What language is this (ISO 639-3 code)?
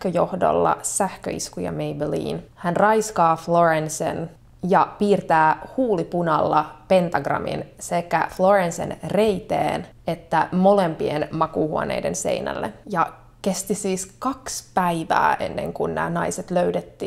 fin